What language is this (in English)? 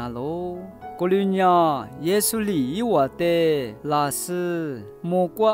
Lisu